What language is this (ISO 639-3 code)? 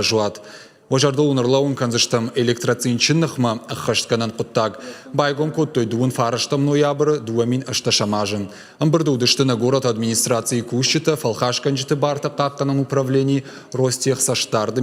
oss